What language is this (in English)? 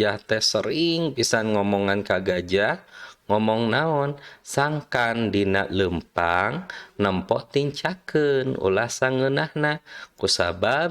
Sundanese